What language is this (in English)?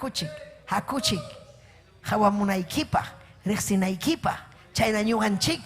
Ayacucho Quechua